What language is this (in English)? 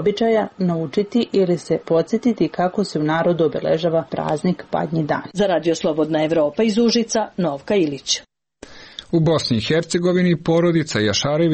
Serbian